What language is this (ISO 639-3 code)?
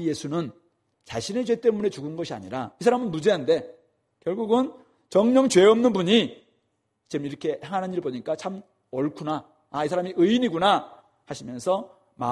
kor